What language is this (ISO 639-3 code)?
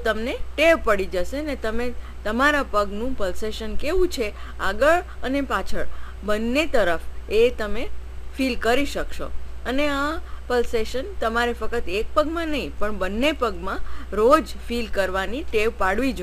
guj